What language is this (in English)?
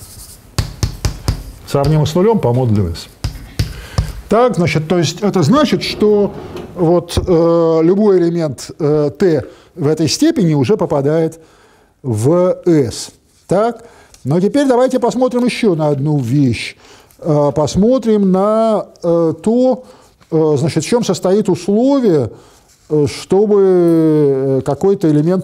Russian